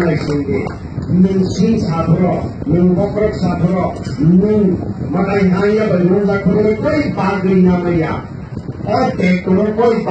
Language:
Kok Borok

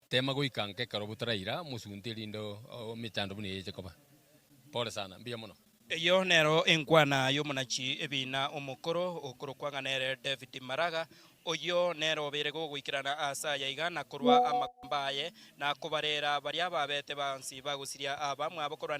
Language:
Gusii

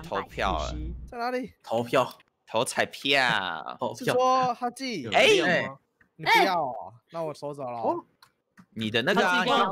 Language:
Chinese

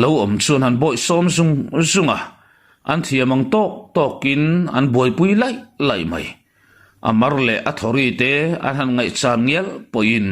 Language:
Mizo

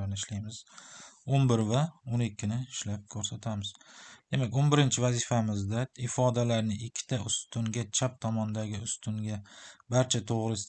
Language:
Uzbek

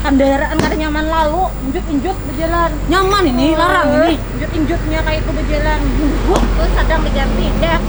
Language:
Banjar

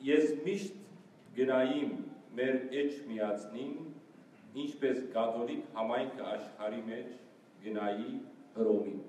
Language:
Western Armenian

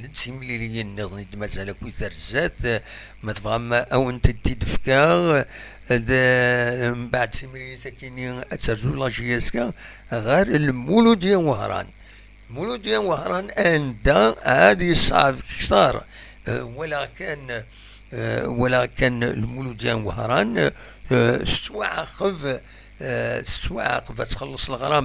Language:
Kabyle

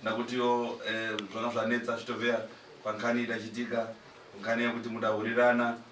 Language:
Shona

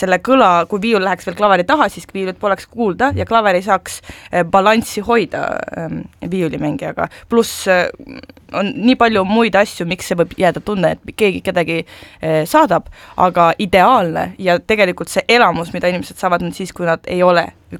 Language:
Estonian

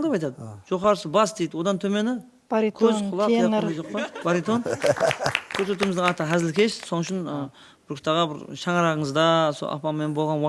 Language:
Kara-Kalpak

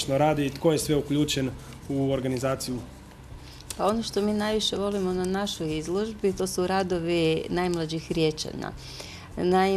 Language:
Croatian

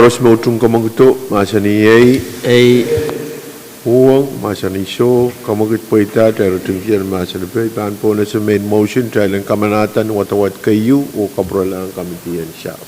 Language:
Pohnpeian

